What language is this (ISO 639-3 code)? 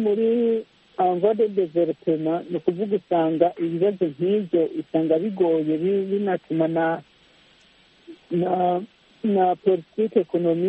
kin